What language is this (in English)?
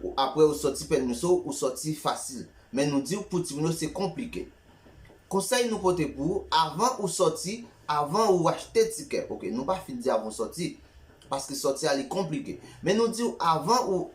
Haitian Creole